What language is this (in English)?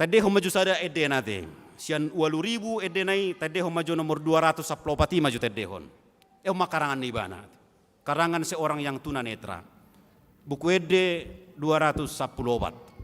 Batak Toba